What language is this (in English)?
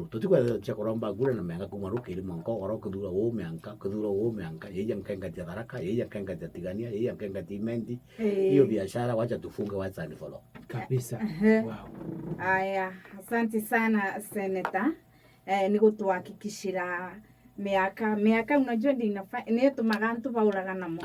Meru